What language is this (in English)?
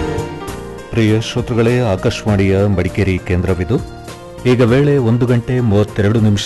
Kannada